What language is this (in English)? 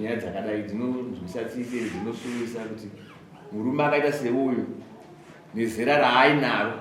Shona